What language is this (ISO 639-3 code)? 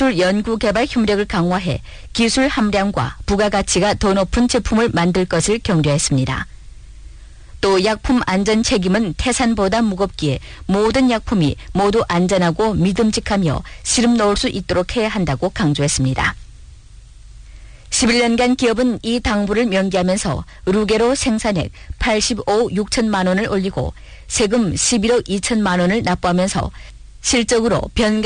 kor